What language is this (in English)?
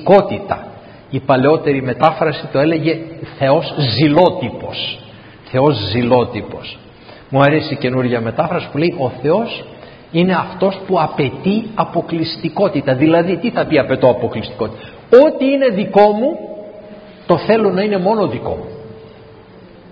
Greek